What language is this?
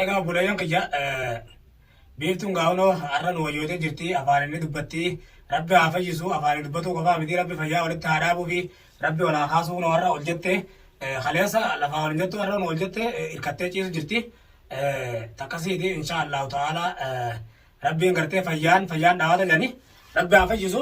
Oromo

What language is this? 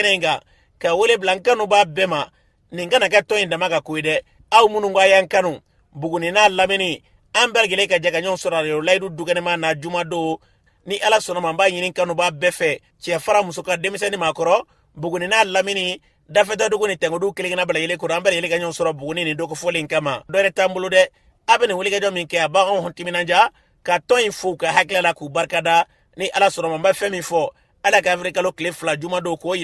Bambara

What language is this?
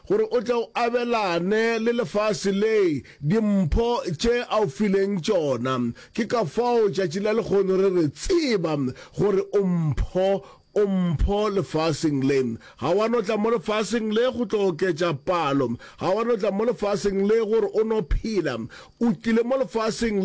Northern Sotho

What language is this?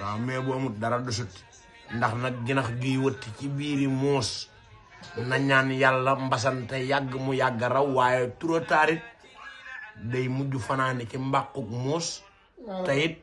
Wolof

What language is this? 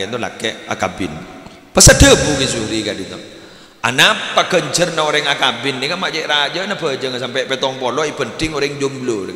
Madurese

